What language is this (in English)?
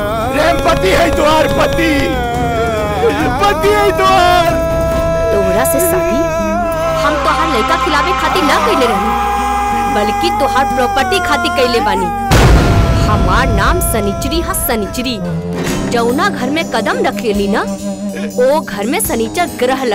Bhojpuri